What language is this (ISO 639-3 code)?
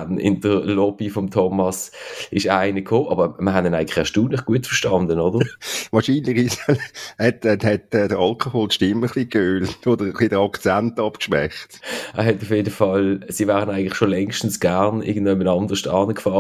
deu